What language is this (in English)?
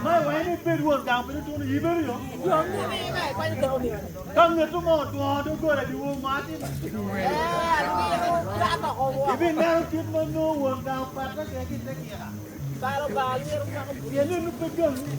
Acoli